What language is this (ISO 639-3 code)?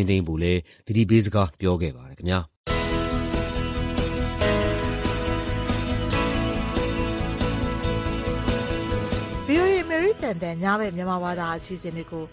mya